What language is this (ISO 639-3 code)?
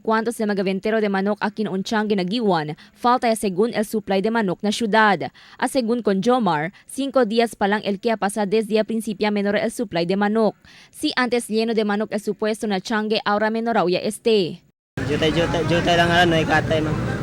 cbk